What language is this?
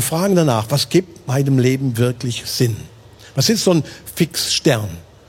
Swiss German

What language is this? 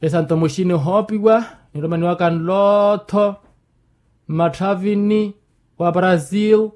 Makhuwa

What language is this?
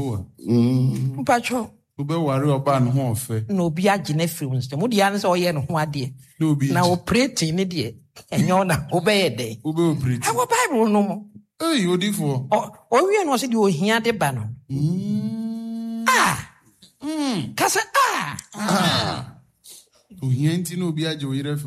Akan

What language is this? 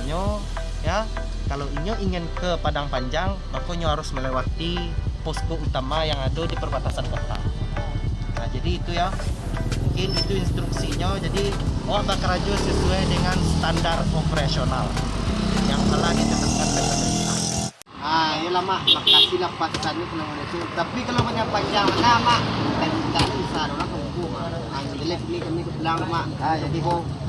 Minangkabau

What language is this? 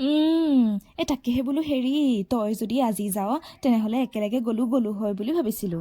Assamese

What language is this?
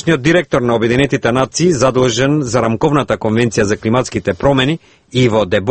Macedonian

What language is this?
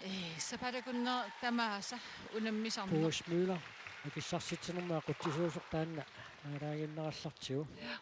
Kalaallisut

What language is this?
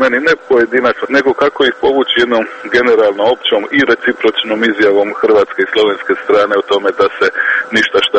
Croatian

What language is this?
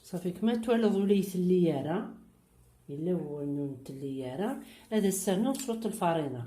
Kabyle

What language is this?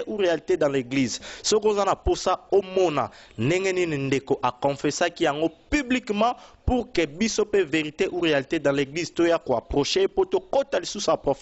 Lingala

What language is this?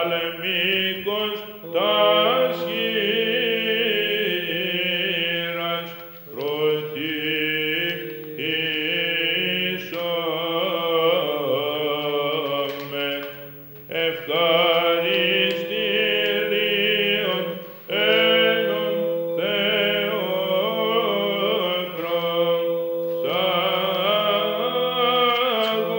Greek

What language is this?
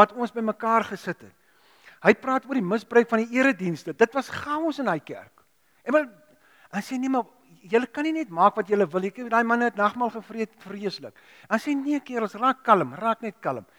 Afrikaans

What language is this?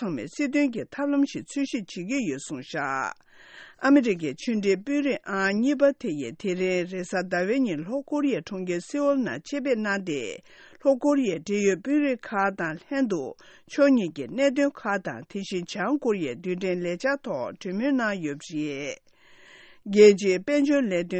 Tibetan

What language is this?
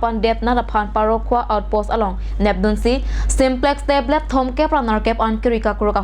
Karbi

